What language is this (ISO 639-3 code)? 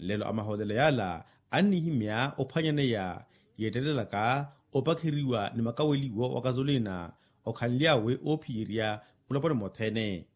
vmw